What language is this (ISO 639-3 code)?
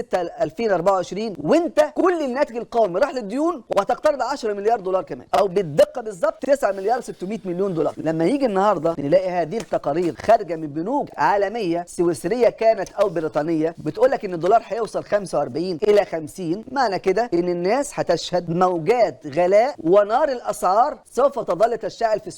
arz